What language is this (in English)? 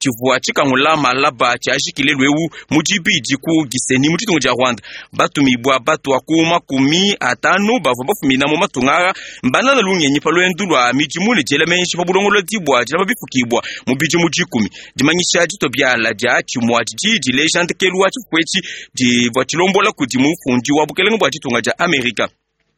Luba-Lulua